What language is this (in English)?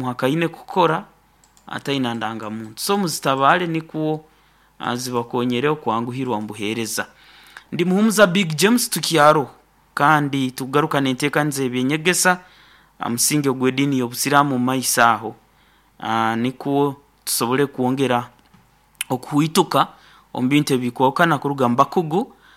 Nyoro